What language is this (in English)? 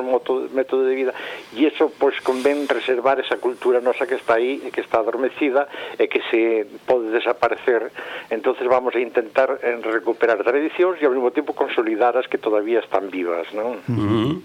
Galician